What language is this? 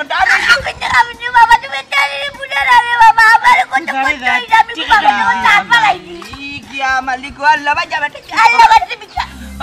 Sylheti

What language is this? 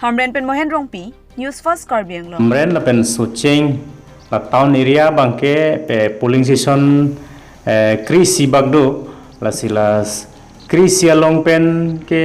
Karbi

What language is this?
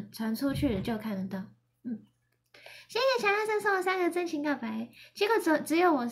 Chinese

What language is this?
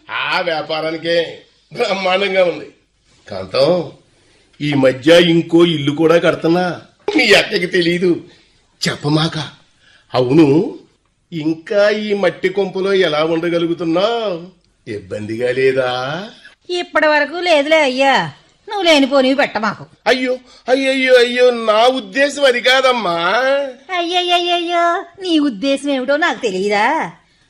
Telugu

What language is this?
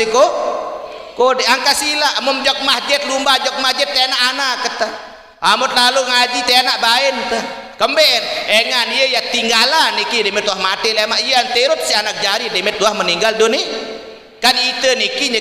Sasak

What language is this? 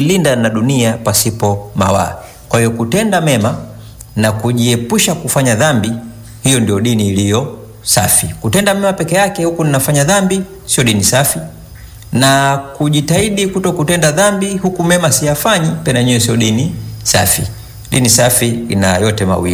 Swahili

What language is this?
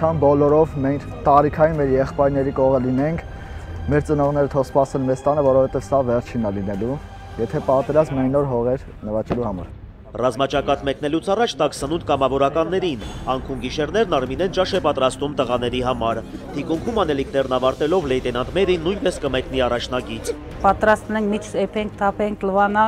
Armenian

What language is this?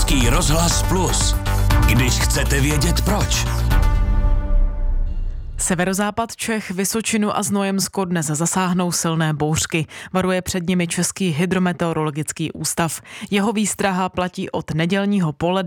Czech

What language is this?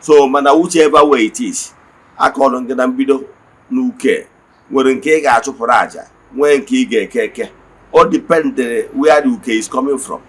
Igbo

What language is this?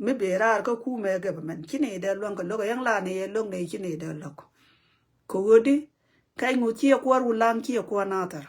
Nuer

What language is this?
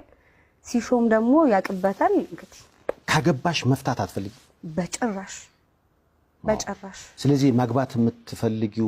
Amharic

